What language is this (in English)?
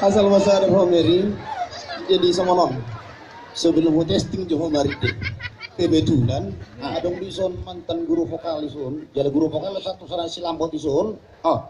Batak Toba